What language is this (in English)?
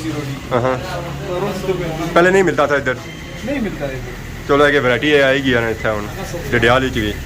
Pahari-Potwari